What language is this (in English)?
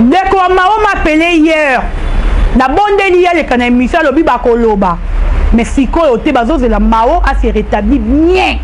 Lingala